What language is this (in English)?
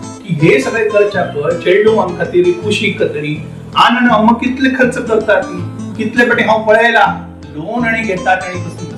Konkani